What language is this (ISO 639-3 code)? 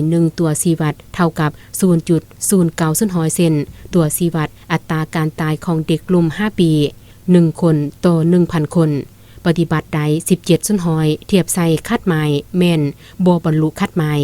lao